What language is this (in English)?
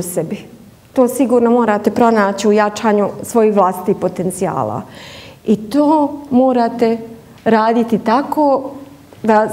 Bosnian